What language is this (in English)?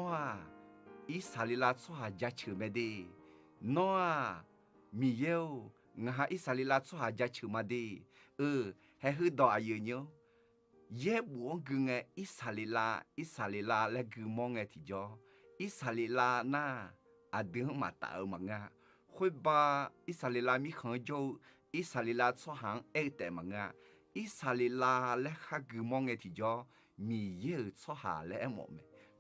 Akha